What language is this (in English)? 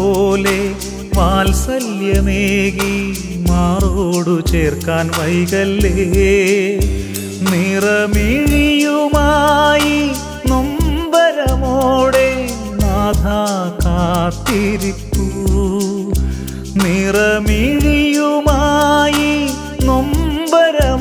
Malayalam